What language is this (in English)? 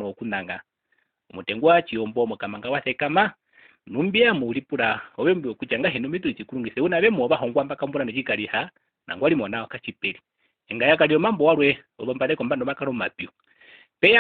Herero